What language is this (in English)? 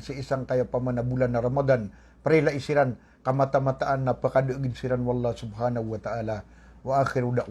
Maranao